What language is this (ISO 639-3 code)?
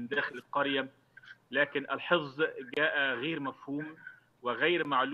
ara